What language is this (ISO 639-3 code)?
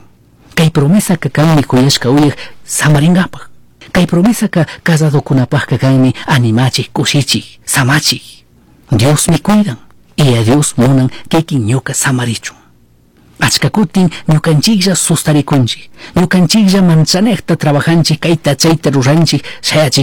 qug